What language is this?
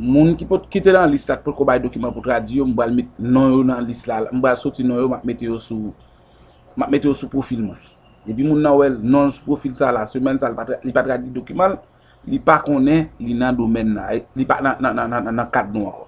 Haitian Creole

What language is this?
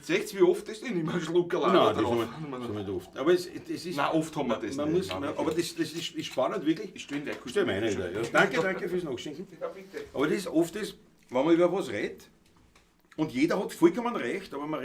Bavarian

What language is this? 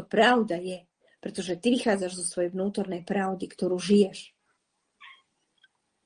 Slovak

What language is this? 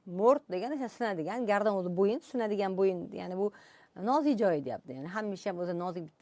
Uzbek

